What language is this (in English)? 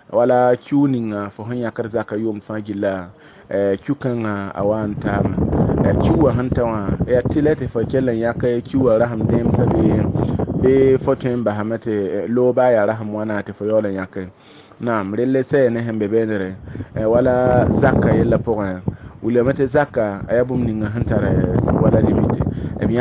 Mossi